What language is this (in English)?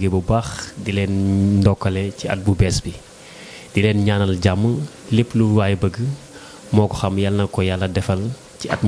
Wolof